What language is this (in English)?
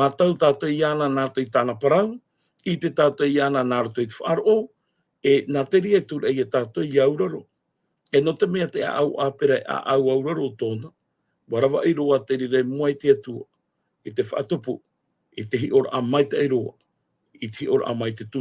Tahitian